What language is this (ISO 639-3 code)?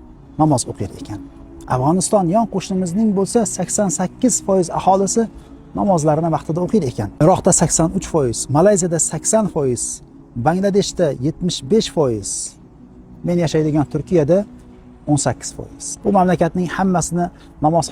uzb